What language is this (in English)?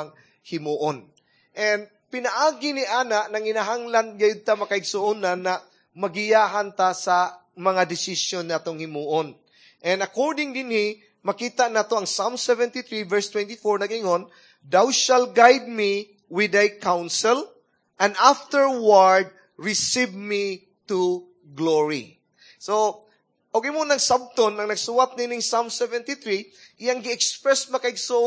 Cebuano